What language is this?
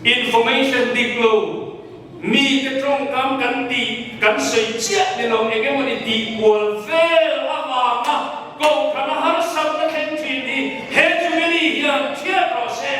Mizo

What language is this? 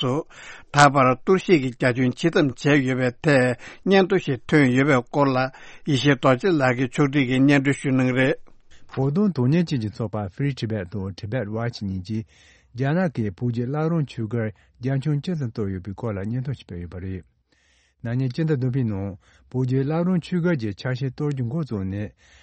Tibetan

